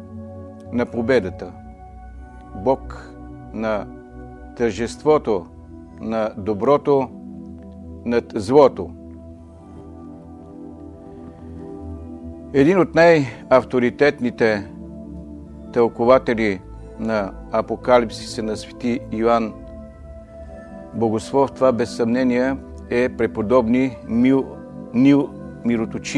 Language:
Bulgarian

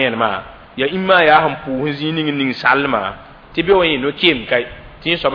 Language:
Mossi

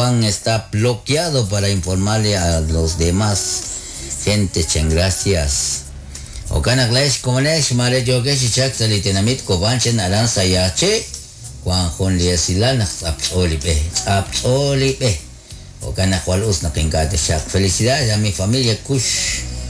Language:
Kekchí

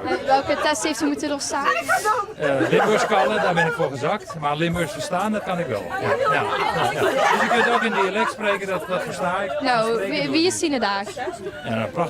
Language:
Limburgish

